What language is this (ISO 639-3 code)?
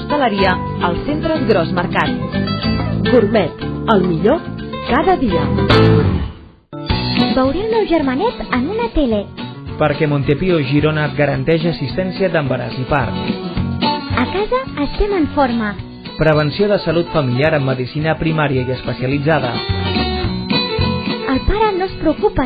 cat